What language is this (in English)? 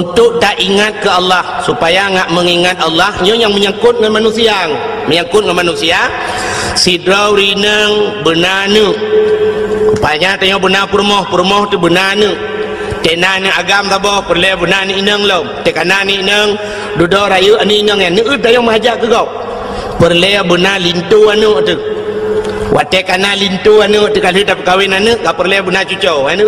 Achinese